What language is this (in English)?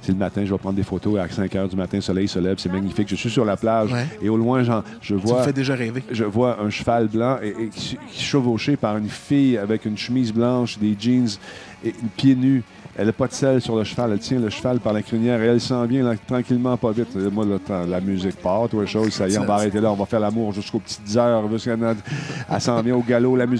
French